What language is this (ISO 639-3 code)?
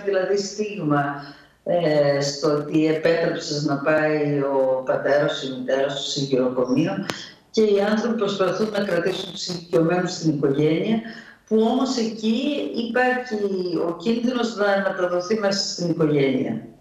ell